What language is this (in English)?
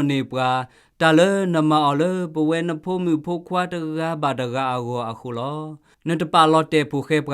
S'gaw Karen